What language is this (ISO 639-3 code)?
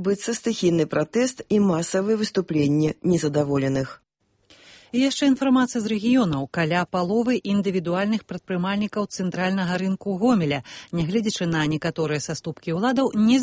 bel